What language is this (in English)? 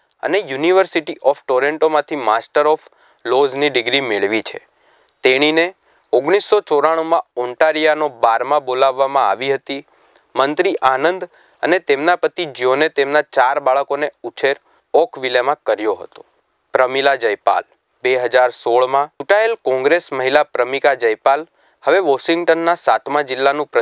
Gujarati